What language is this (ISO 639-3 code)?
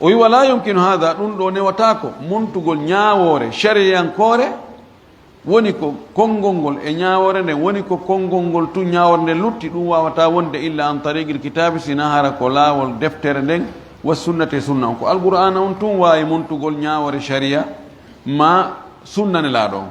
ful